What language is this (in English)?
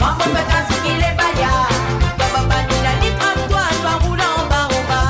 Morisyen